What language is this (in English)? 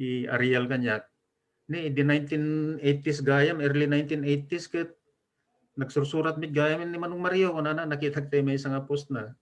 Iloko